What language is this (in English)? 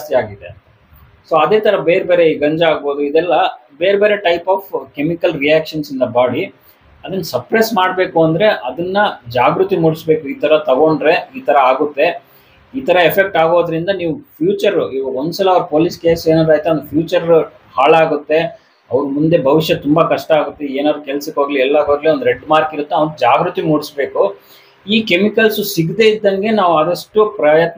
Kannada